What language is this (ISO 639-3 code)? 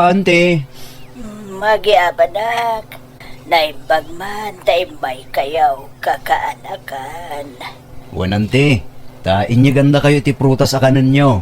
ilo